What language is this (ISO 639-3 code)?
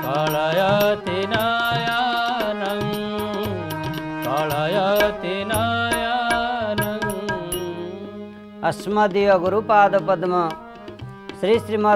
ori